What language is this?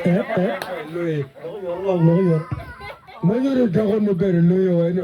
Acoli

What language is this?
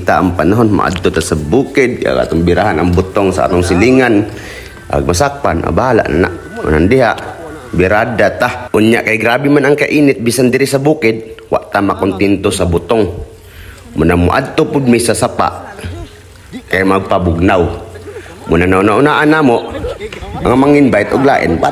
Cebuano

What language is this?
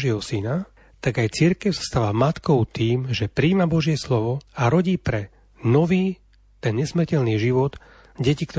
Slovak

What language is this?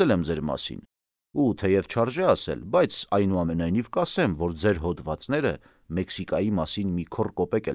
Armenian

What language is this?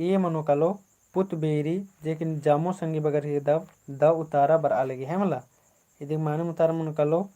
Kurukh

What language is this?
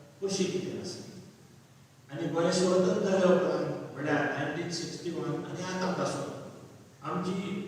Konkani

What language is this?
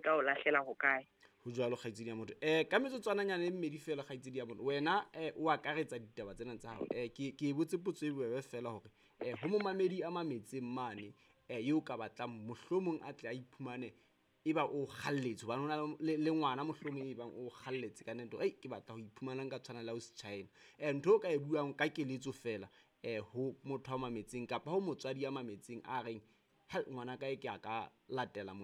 Southern Sotho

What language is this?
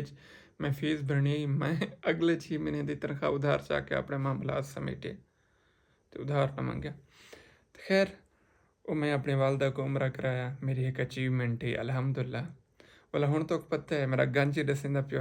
Saraiki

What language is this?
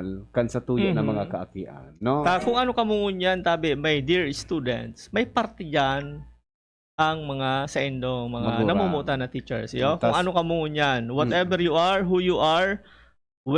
Bikol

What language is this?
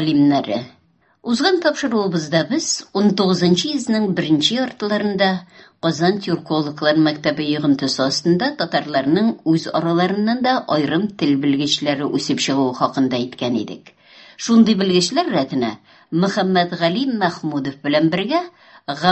Tatar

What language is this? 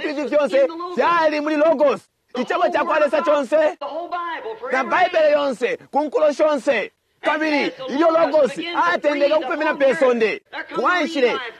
Bemba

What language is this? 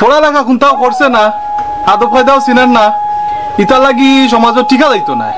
Sylheti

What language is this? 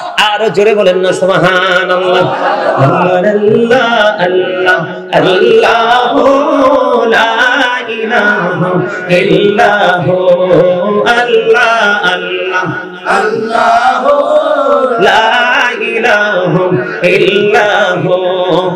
Bangla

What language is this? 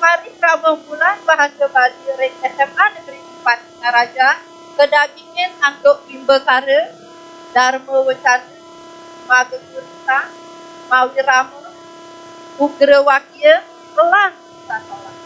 Balinese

